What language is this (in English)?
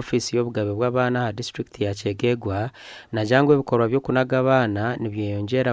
Nyankole